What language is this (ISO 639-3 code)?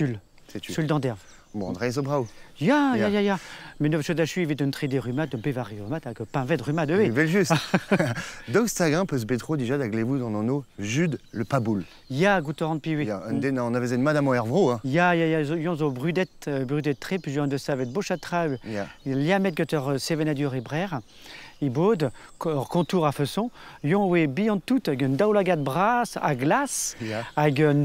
bre